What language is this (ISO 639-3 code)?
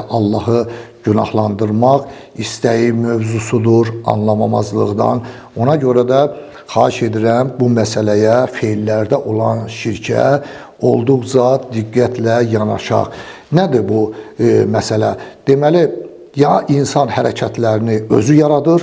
aze